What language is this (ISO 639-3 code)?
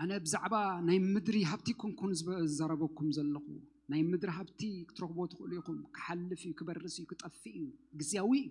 tir